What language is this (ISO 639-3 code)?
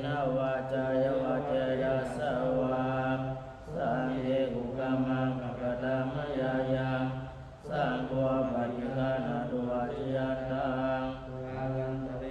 pli